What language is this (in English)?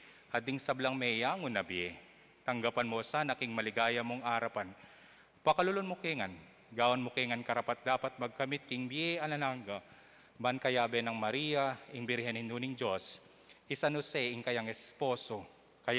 Pampanga